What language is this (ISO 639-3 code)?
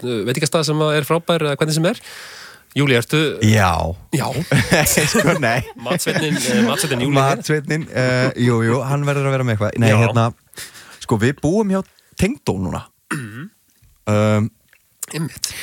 isl